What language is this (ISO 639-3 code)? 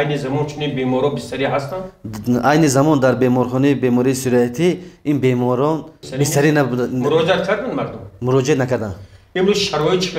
tgk